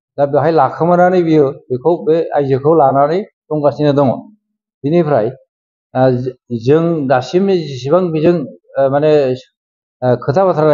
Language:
Bodo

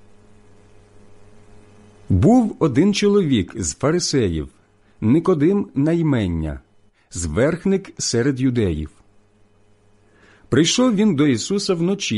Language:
Ukrainian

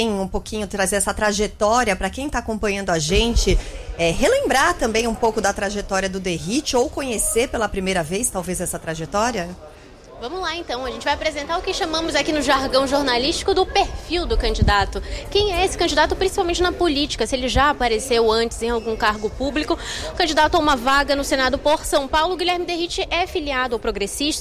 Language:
Portuguese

